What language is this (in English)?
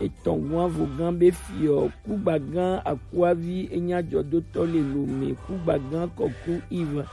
Gen